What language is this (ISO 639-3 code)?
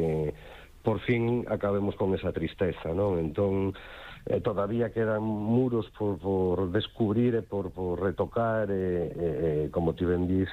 glg